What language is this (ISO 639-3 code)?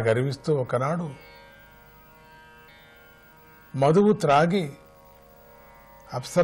tel